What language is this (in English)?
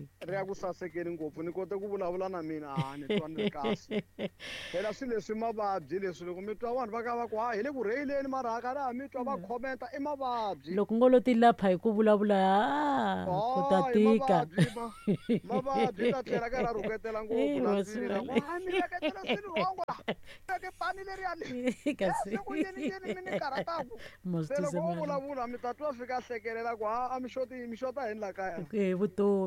Tsonga